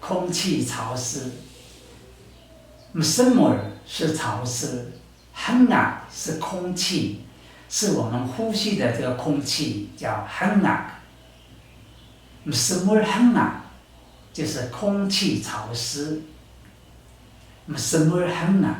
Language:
Taroko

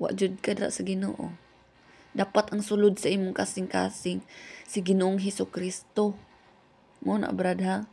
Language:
Cebuano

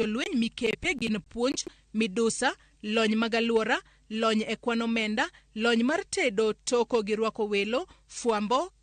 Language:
Luo (Kenya and Tanzania)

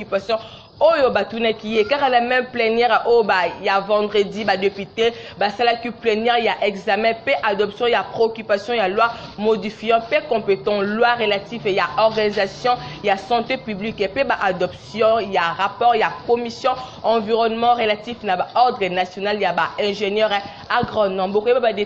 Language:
Lingala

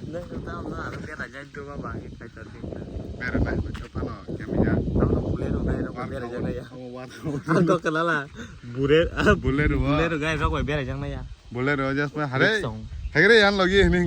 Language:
Kok Borok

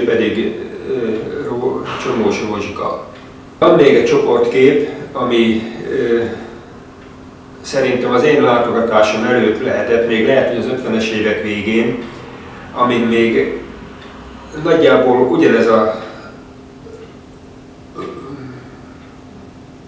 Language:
Hungarian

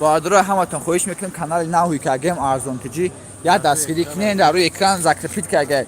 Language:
Tajik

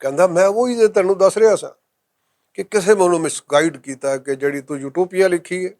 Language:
Western Panjabi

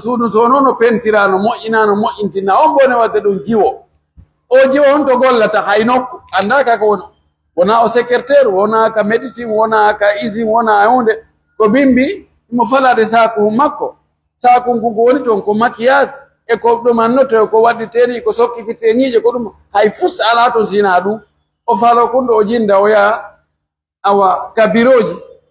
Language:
Pular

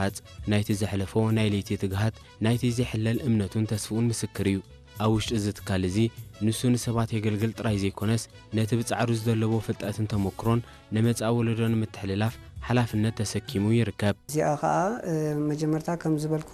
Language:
Tigrinya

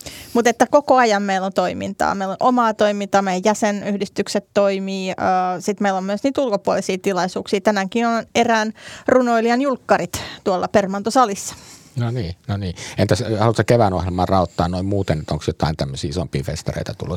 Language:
Finnish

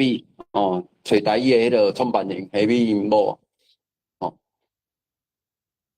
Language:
Min Nan Chinese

